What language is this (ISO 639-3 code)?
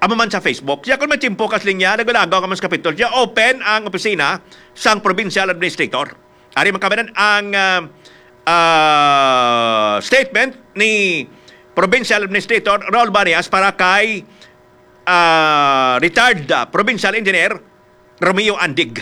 hil